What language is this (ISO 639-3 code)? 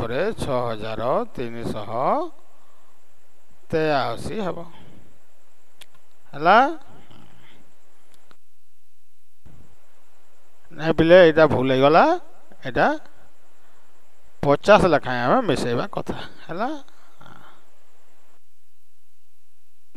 ori